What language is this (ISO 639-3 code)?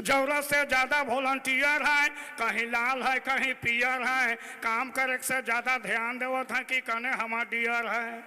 sck